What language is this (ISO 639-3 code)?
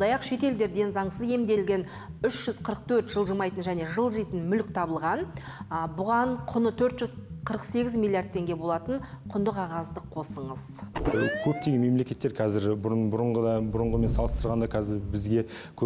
kaz